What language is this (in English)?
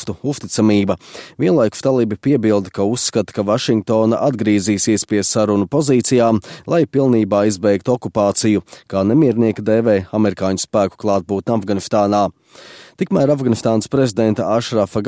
Latvian